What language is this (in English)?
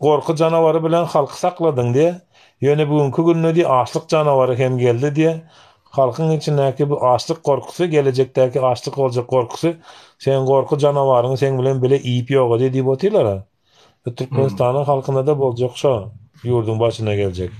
Turkmen